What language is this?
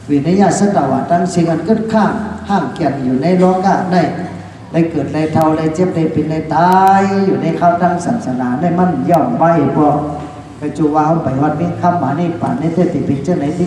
Shan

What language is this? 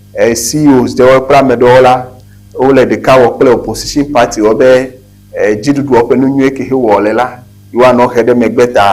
Ewe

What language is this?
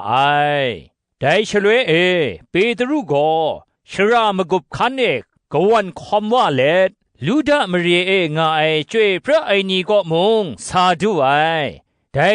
Kachin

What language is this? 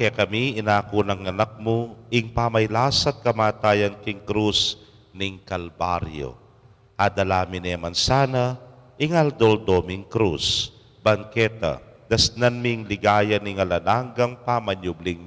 Pampanga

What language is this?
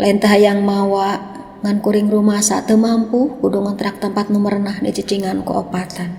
Sundanese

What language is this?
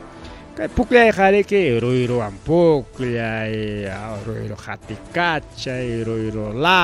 Ayacucho Quechua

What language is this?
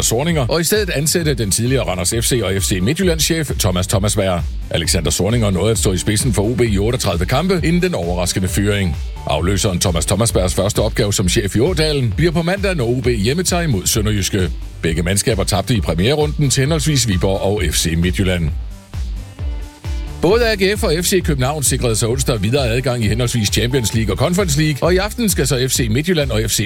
Danish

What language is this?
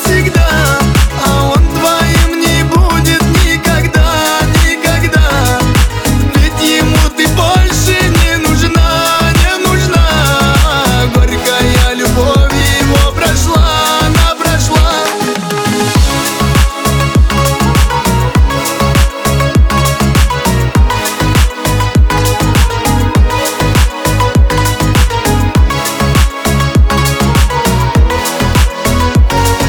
Russian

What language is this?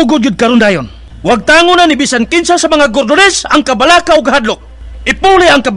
Cebuano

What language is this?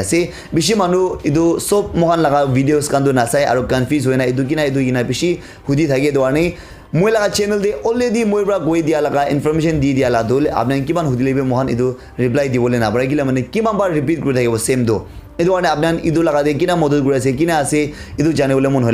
Naga Pidgin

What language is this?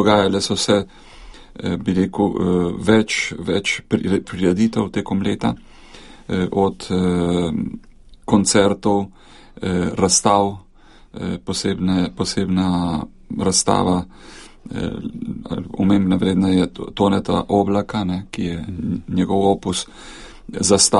Slovenian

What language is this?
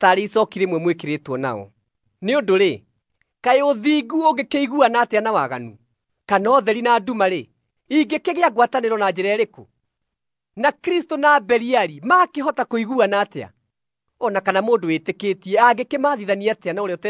Kikuyu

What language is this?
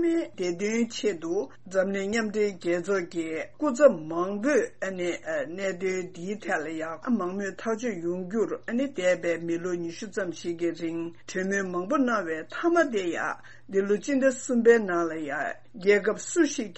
Tibetan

